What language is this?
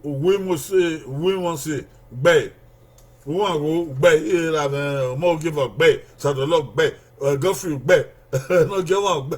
Bini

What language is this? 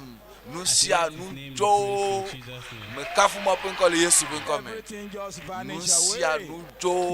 Ewe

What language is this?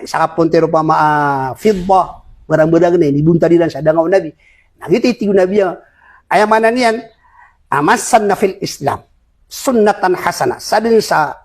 Maranao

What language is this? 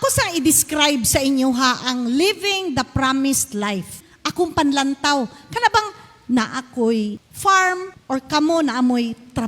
Cebuano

